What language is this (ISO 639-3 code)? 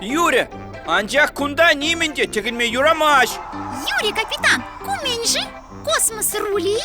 chv